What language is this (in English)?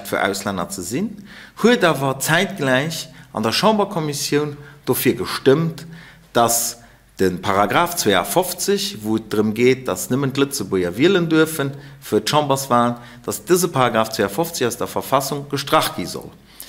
Luxembourgish